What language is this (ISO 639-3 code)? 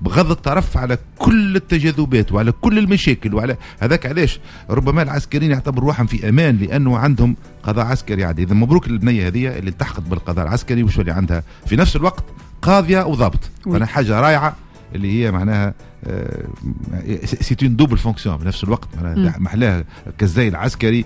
aeb